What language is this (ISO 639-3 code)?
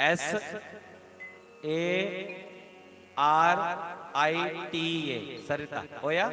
doi